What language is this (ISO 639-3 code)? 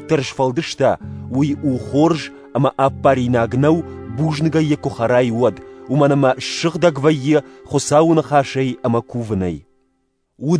oss